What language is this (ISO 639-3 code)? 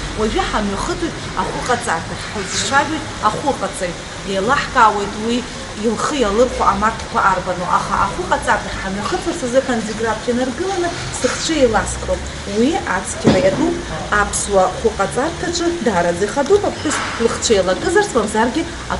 abk